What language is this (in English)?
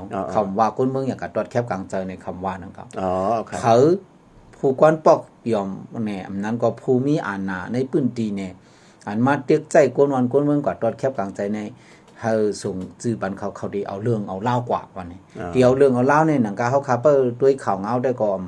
Shan